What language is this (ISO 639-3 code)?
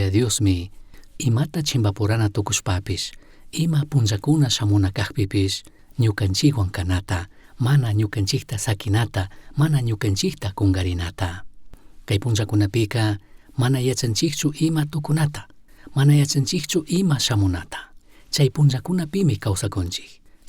qug